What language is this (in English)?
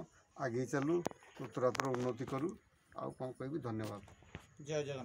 Odia